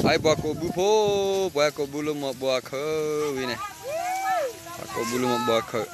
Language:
S'gaw Karen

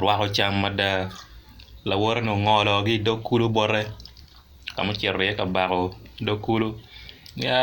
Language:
Acoli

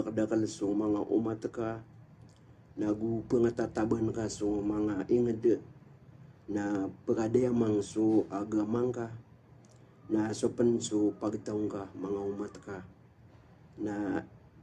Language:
Maranao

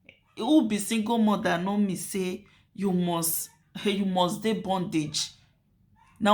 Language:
Nigerian Pidgin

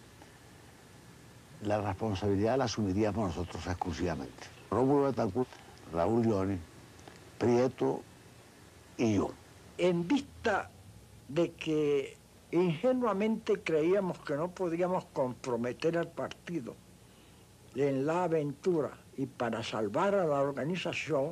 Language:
Spanish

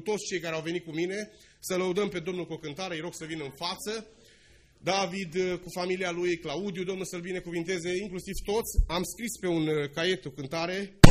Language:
Romanian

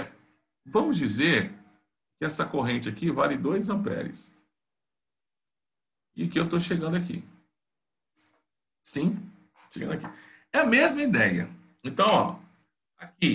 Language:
Portuguese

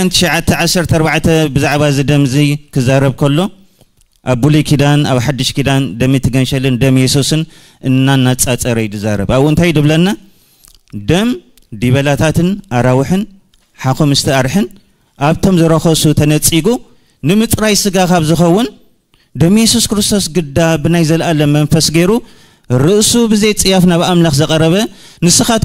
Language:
Tigrinya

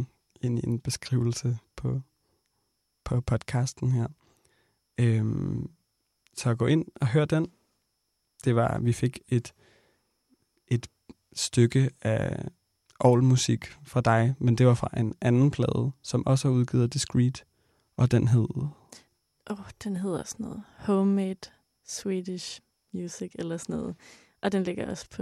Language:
Danish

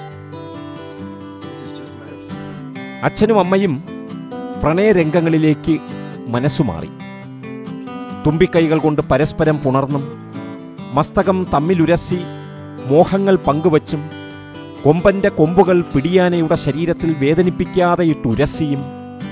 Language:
Malayalam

